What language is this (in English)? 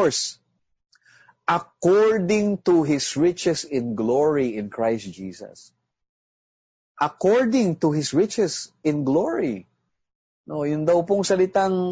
Filipino